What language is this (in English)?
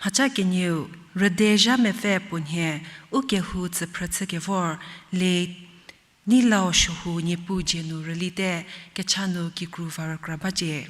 Angami Naga